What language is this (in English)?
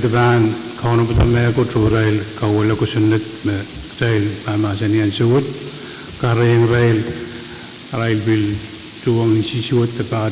Pohnpeian